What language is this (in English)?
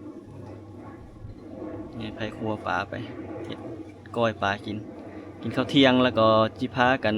Lao